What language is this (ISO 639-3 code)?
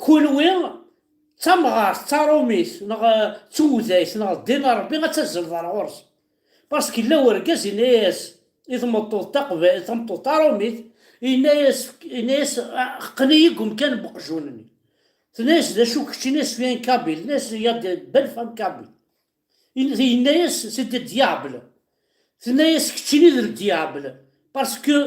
kab